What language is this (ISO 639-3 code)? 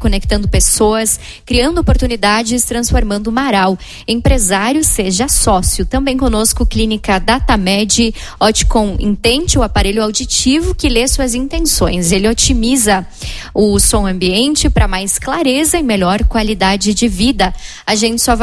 por